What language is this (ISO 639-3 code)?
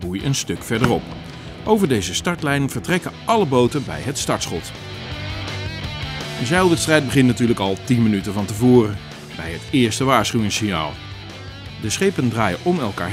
nld